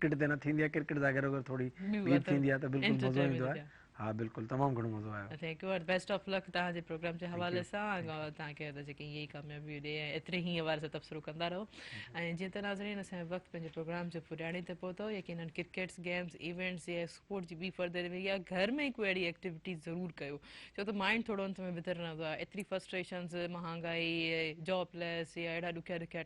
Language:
Sindhi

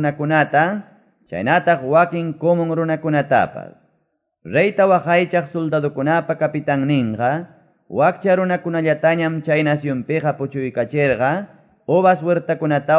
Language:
Quechua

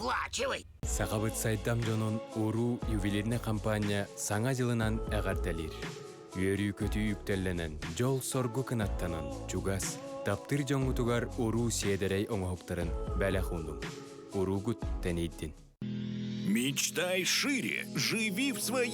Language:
Yakut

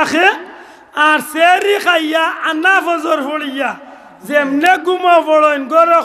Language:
Sylheti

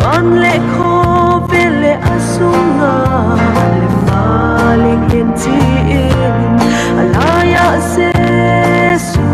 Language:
Paite Chin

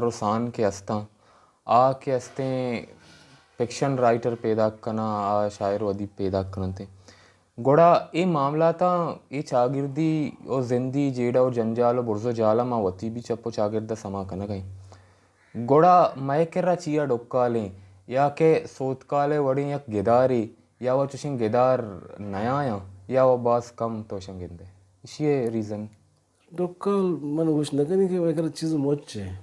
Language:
Baluchi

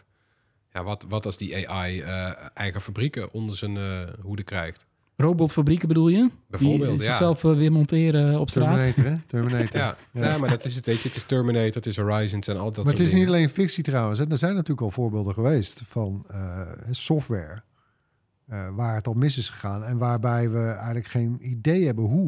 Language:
Dutch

